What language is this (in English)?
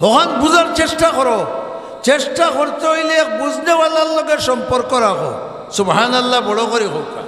Sylheti